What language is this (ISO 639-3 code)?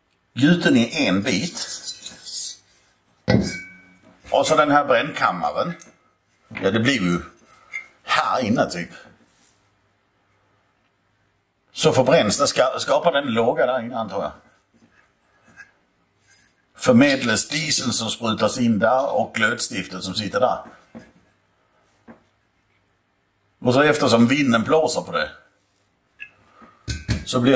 swe